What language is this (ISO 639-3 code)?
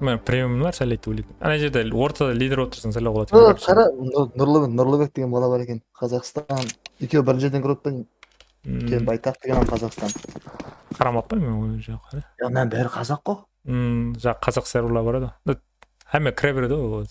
kaa